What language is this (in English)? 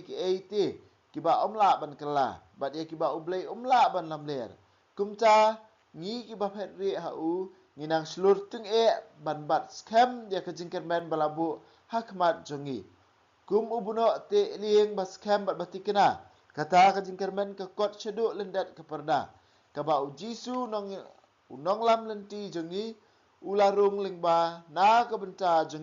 Khasi